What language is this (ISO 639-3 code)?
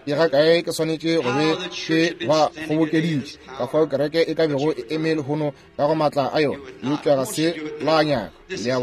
nso